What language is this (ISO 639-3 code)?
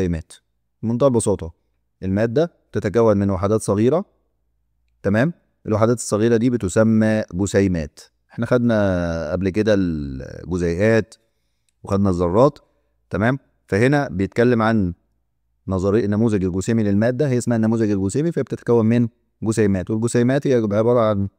arz